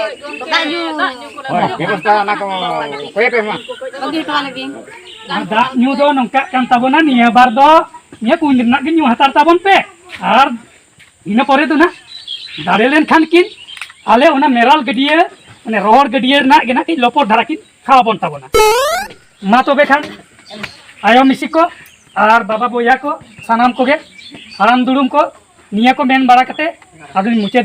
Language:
Santali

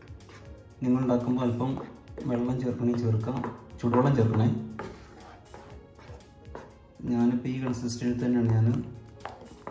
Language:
Malayalam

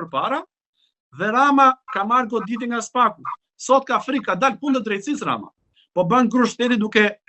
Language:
Albanian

